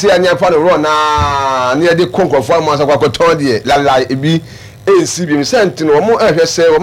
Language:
Akan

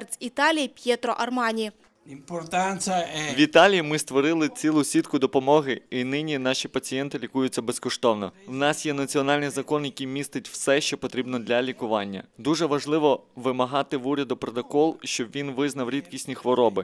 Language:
Ukrainian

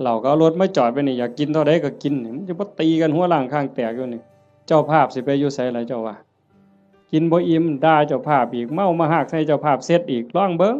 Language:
Northeastern Thai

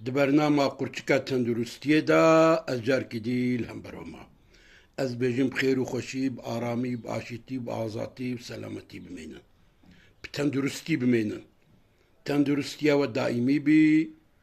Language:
Kurdish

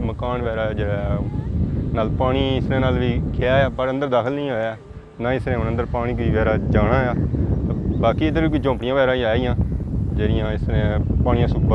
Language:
Pahari-Potwari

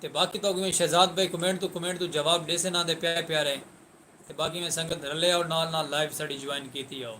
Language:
Saraiki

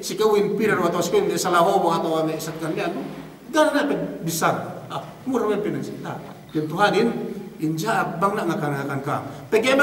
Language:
Yakan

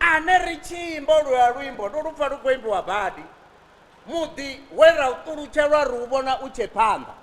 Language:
Venda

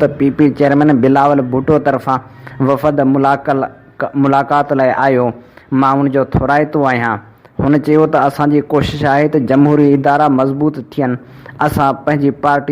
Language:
Sindhi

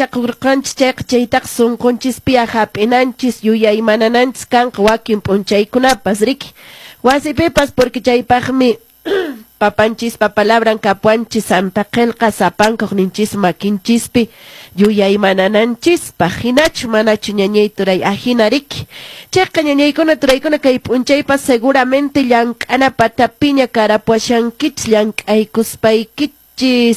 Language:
Quechua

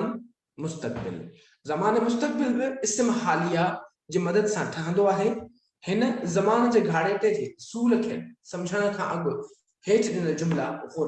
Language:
Sindhi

